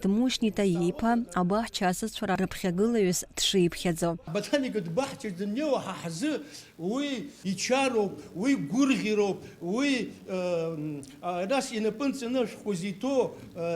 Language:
Abkhazian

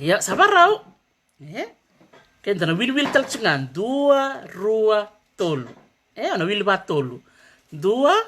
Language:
Fijian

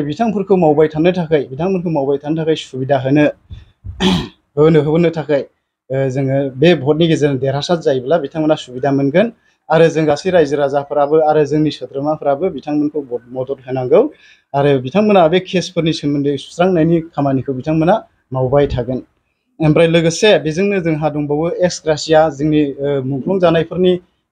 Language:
Bodo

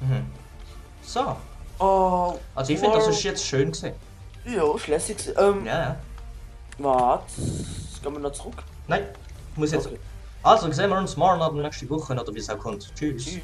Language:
Swiss German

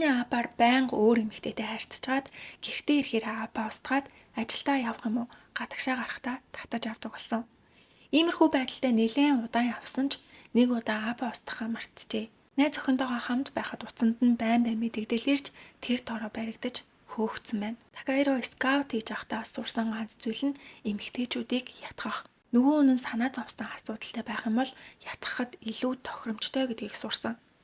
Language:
Mongolian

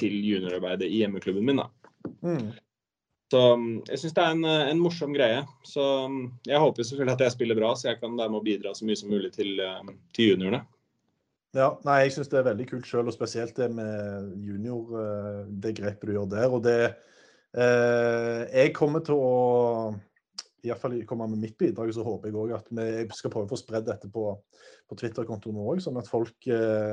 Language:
Norwegian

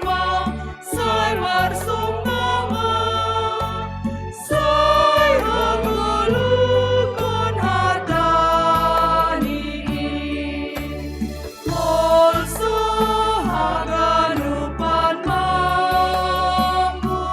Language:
Batak Simalungun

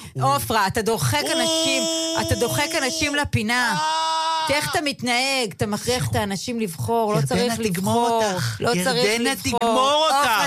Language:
Hebrew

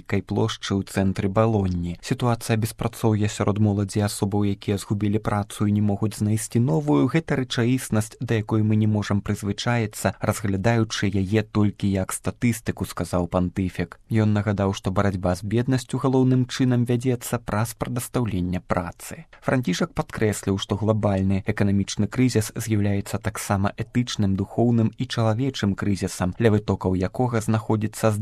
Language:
Belarusian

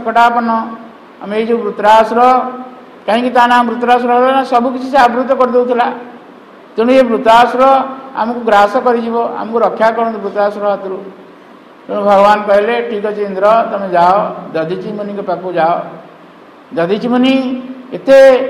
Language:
Odia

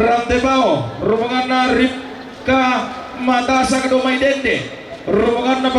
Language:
Toraja-Sa'dan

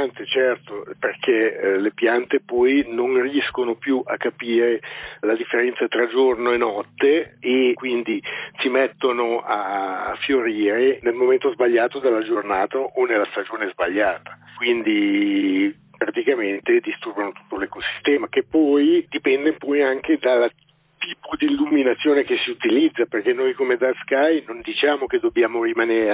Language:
Italian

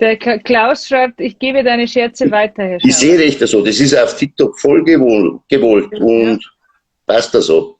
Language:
Bavarian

